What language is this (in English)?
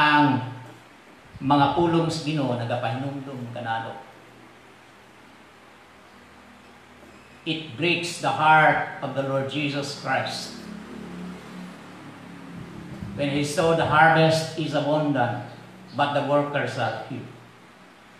Cebuano